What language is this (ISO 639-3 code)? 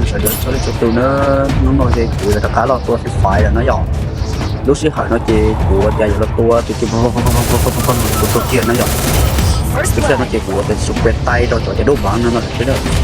hmn